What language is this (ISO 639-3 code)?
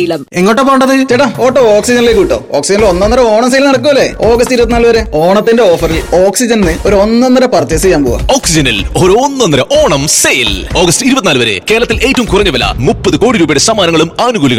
mal